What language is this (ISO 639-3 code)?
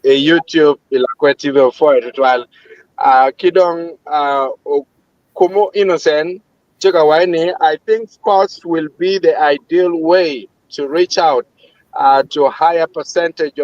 ach